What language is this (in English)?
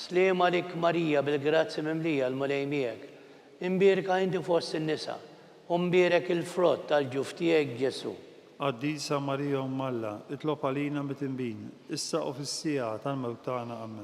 Maltese